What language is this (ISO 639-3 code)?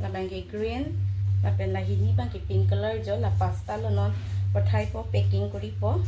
mjw